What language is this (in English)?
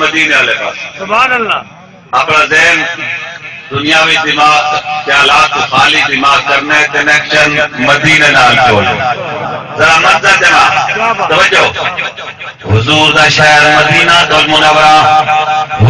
Saraiki